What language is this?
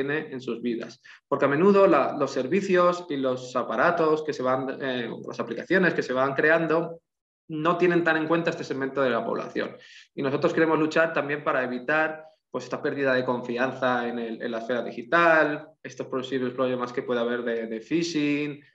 Spanish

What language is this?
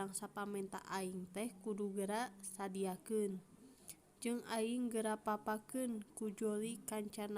Sundanese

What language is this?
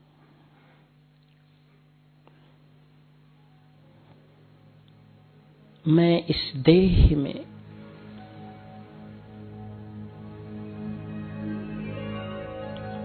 Hindi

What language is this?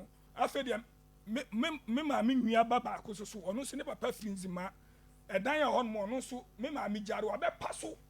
Akan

